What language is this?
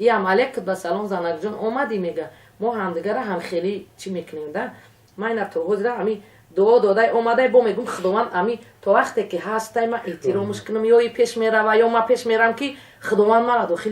Tajik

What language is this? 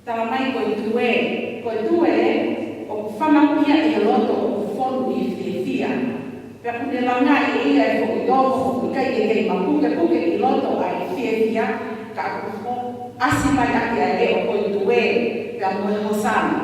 Tongan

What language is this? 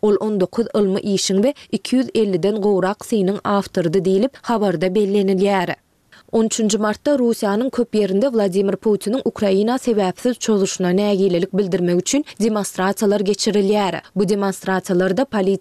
Turkmen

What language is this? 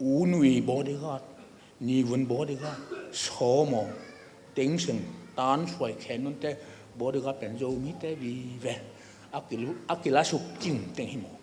Tedim Chin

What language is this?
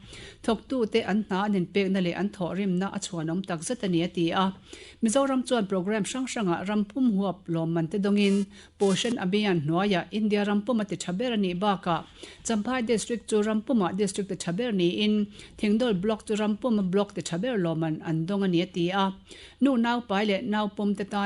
Mizo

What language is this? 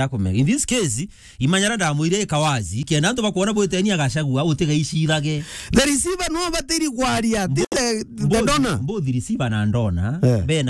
Meru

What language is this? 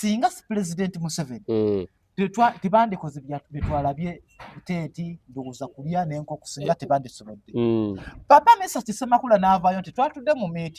Ganda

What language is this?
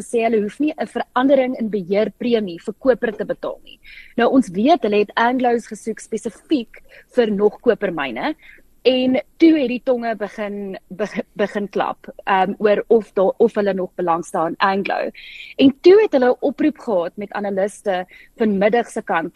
Afrikaans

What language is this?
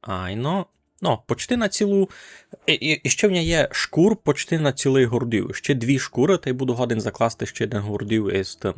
Rusyn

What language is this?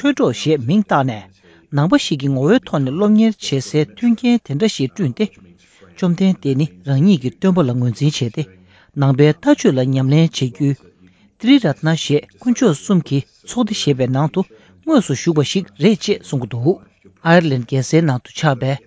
Tibetan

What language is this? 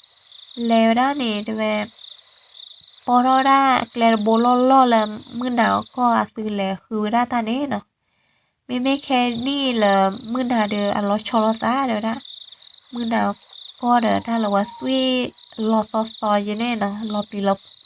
S'gaw Karen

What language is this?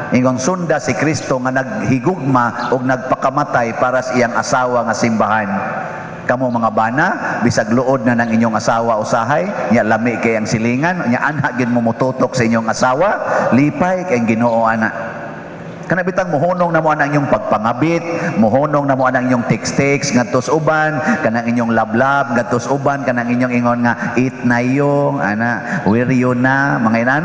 Cebuano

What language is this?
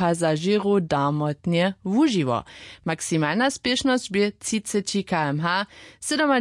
Upper Sorbian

